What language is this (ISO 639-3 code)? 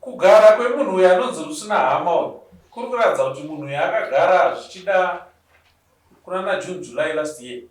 sna